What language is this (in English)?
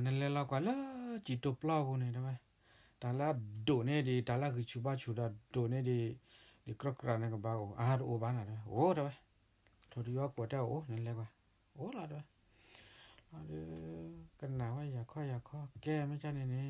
S'gaw Karen